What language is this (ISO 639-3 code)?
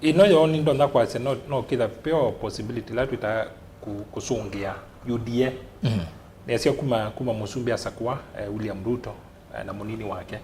kam